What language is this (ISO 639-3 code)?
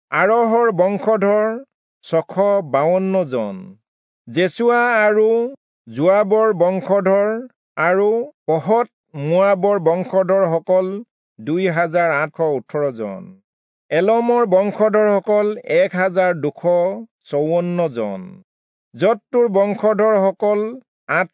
asm